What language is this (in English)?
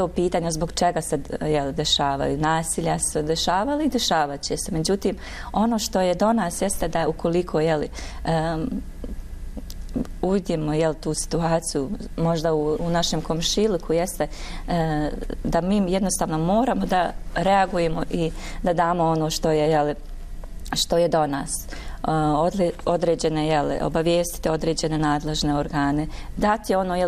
Bosnian